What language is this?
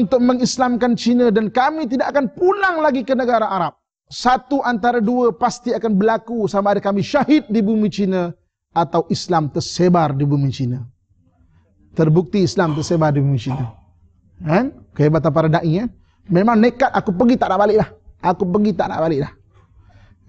Malay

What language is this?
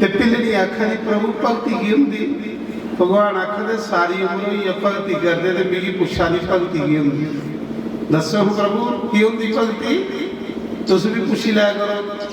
Dogri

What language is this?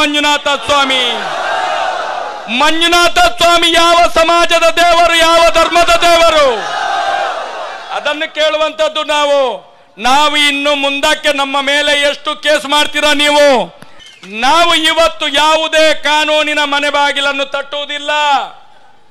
Kannada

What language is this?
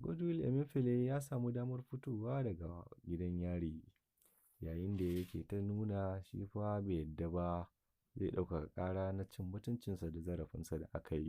Hausa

